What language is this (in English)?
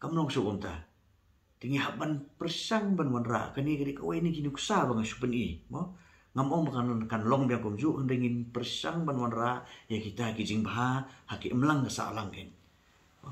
Khasi